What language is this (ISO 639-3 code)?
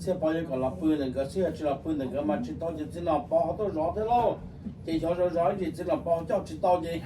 hmn